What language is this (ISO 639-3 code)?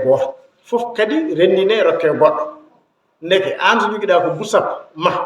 ful